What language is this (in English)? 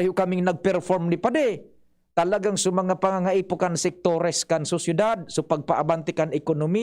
Bikol